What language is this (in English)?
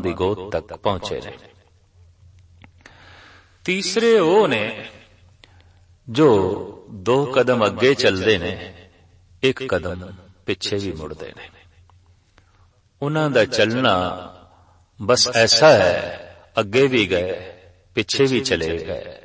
Punjabi